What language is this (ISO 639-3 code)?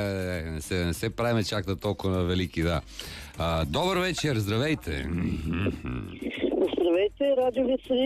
bul